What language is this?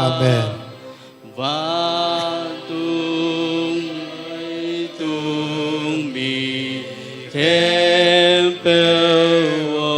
Tedim Chin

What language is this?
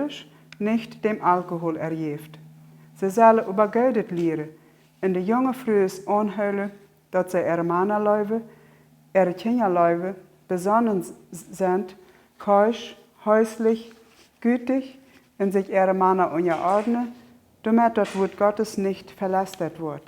Plautdietsch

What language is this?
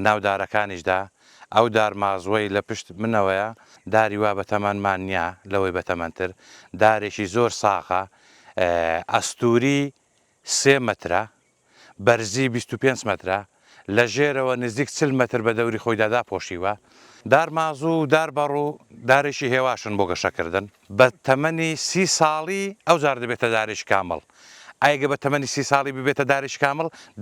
Central Kurdish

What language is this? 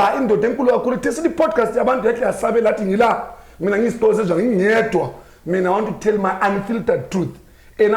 Zulu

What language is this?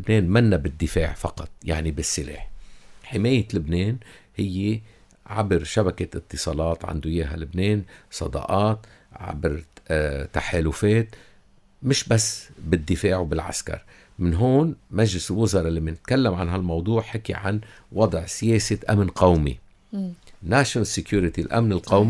North Levantine Arabic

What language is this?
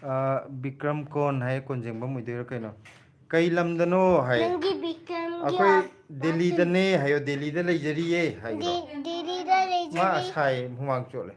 Manipuri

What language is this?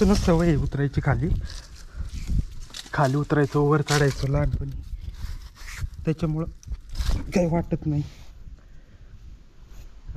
Marathi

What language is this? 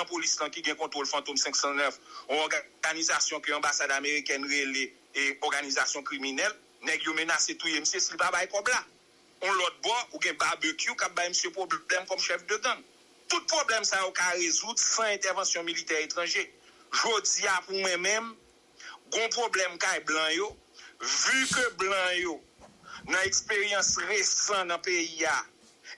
Haitian Creole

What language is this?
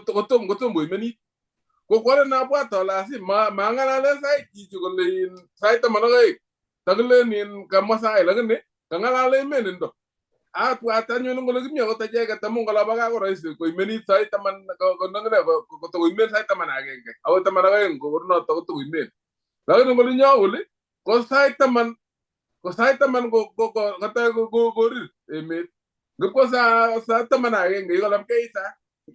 Kalenjin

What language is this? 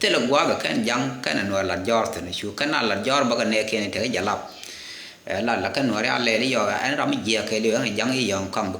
Nuer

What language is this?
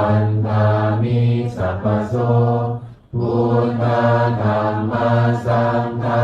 Pali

